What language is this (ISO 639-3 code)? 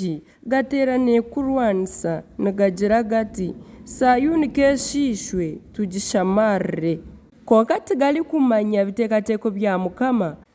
nyn